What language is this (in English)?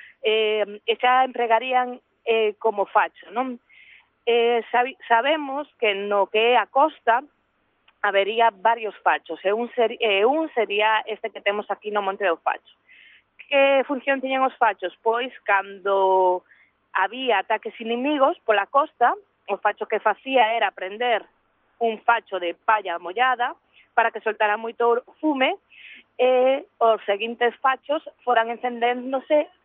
Galician